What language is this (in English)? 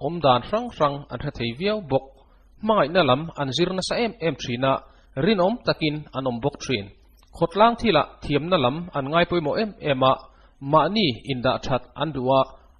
Mizo